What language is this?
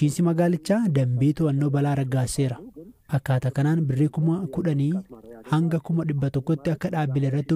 Oromo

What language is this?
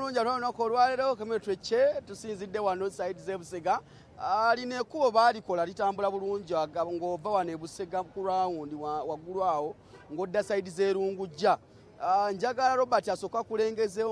Ganda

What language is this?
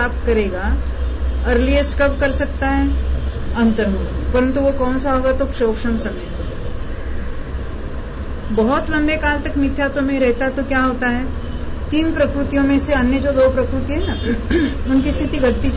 Hindi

